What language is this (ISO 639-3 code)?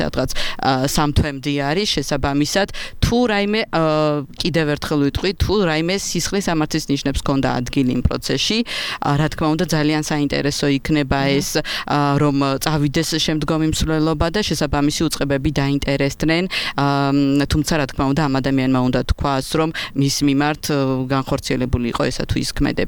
kat